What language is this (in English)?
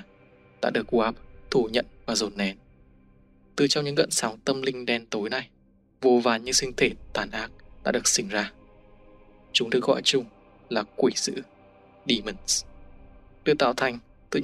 Vietnamese